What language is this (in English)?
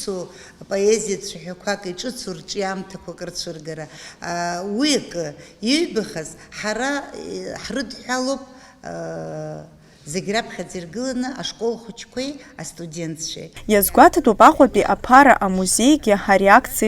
Abkhazian